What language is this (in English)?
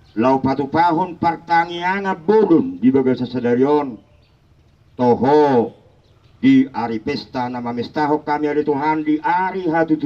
Batak Toba